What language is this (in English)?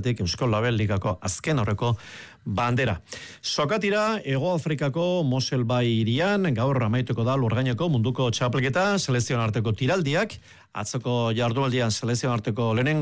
Basque